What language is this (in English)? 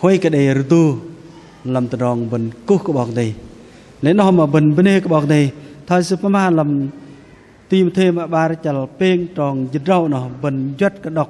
Bahnar